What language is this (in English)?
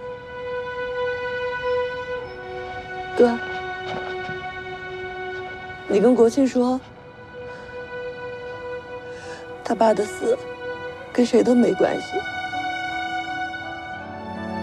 Chinese